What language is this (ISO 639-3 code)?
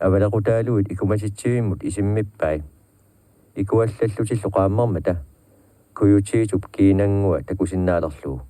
kal